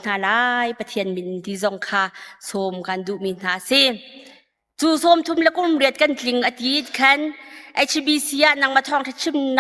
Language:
Hakha Chin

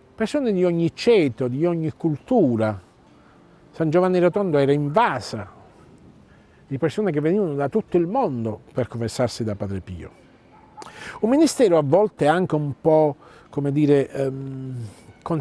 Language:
Italian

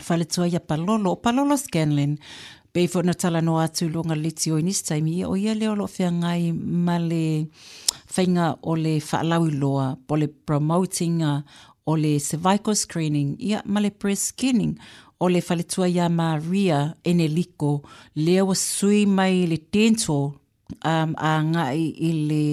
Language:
Samoan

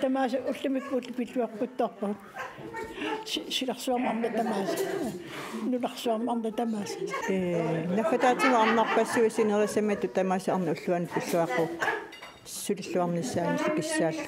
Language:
Kalaallisut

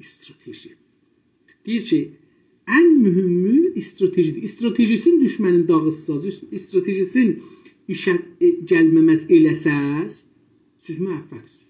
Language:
South Azerbaijani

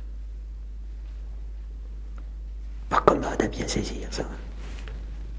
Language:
French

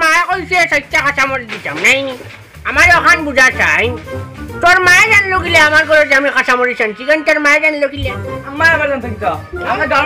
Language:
Sylheti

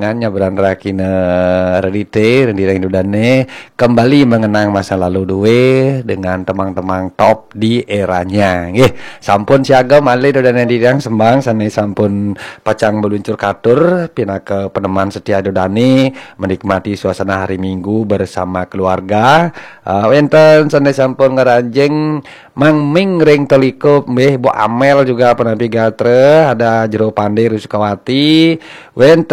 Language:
Balinese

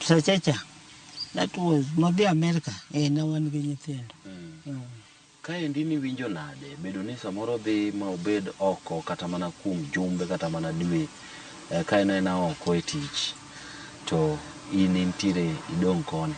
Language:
Luo (Kenya and Tanzania)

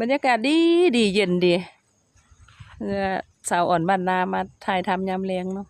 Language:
Lao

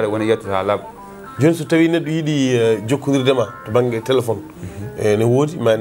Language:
Fula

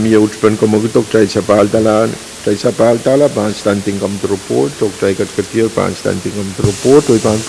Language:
Pohnpeian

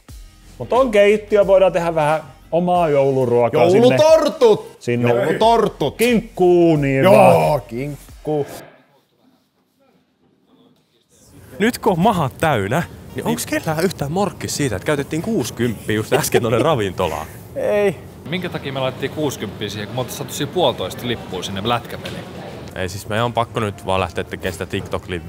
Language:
Finnish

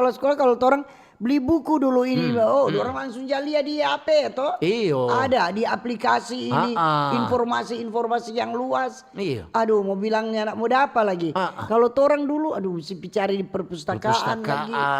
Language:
Manado Malay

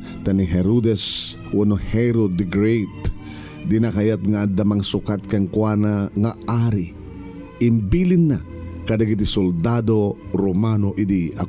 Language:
Iloko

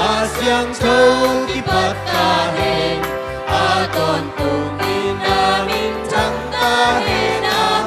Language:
Tedim Chin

